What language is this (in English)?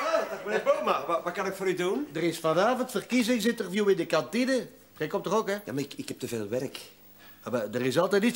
Dutch